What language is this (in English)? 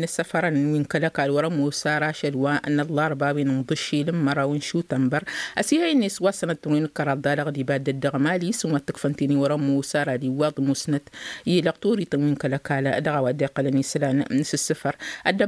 Tamasheq